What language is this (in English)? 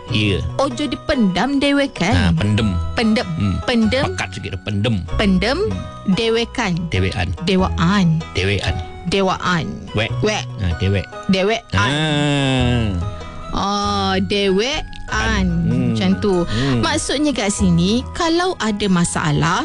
Malay